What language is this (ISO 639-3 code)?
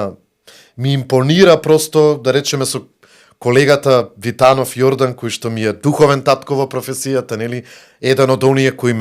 mkd